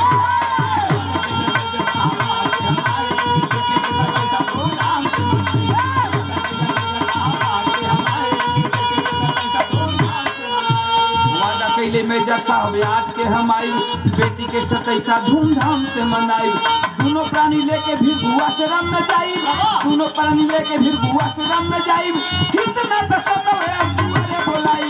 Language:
Bhojpuri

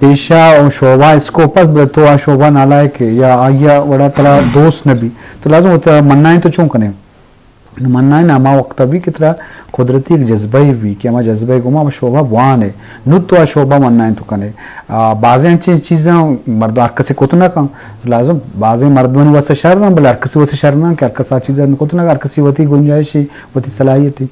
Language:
Eastern Balochi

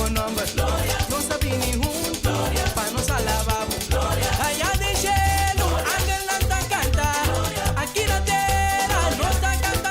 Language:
Papiamento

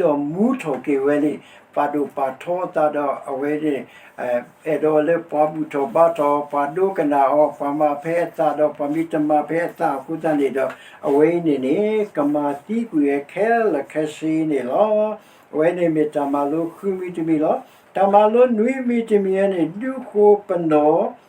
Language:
S'gaw Karen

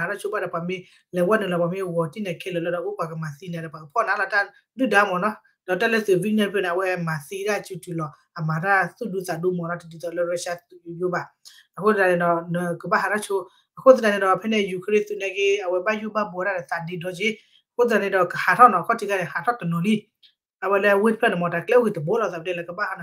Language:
S'gaw Karen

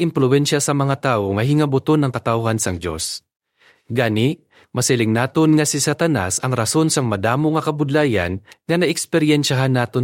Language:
Hiligaynon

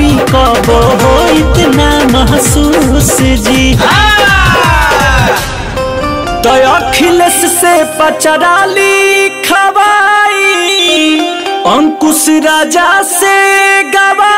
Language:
Bhojpuri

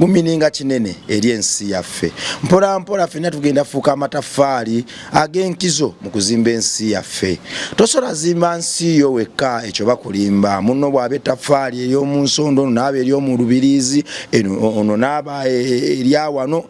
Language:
Ganda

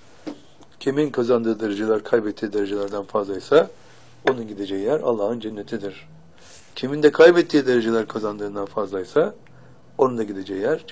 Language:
Turkish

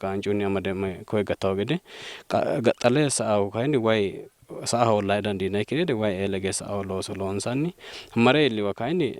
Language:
Sidamo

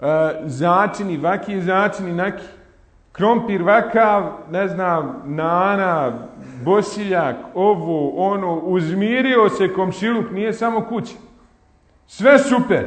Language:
Bosnian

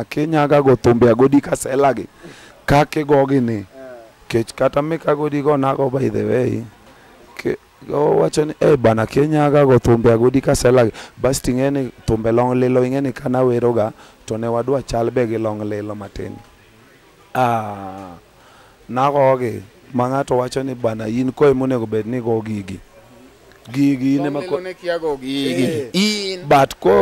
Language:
Luo (Kenya and Tanzania)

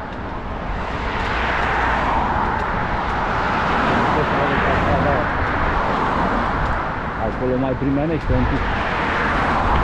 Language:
Romanian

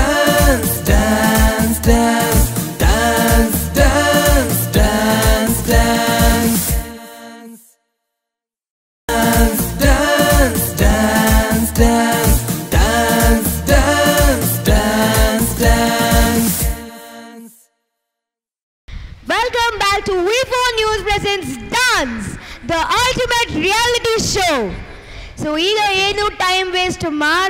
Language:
Kannada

